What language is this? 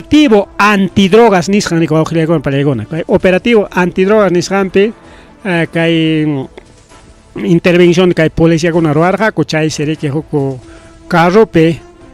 Ayacucho Quechua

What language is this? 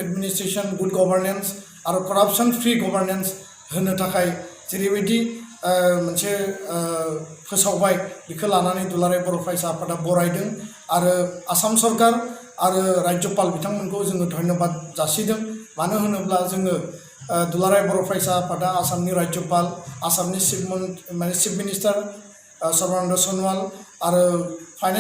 Bodo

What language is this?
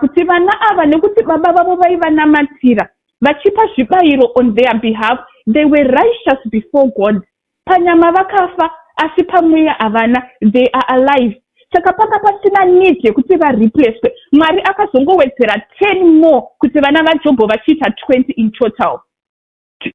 Shona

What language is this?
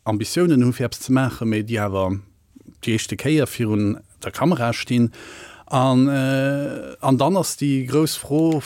Luxembourgish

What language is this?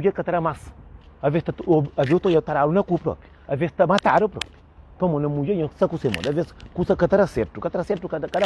Kabuverdianu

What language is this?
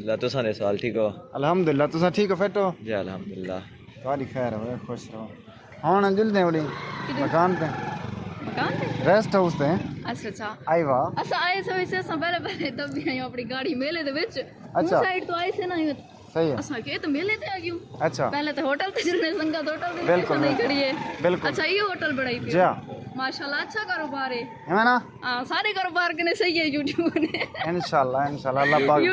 Saraiki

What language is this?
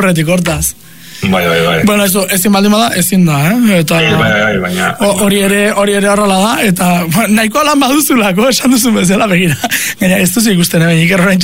Basque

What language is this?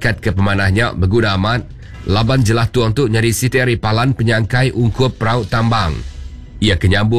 Iban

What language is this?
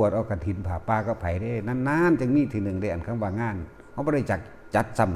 Northeastern Thai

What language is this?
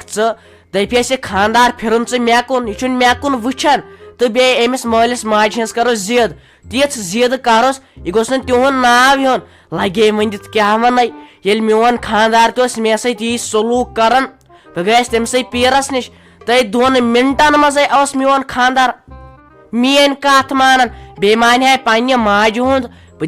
Kashmiri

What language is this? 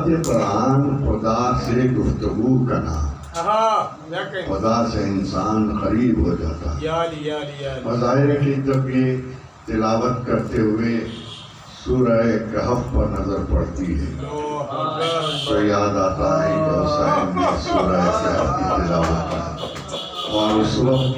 Urdu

